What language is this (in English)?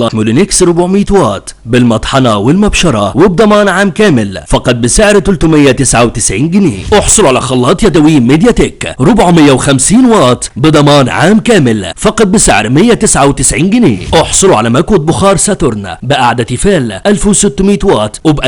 Egyptian Arabic